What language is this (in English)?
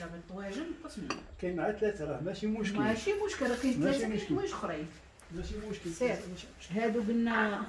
Moroccan Arabic